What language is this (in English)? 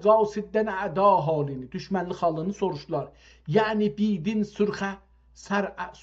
South Azerbaijani